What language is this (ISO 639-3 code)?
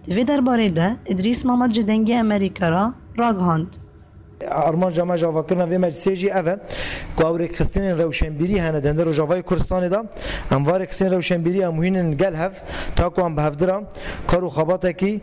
kur